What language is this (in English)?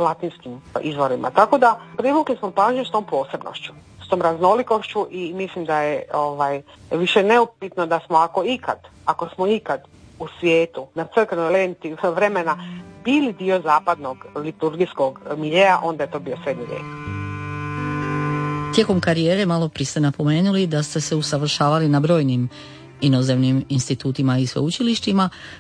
Croatian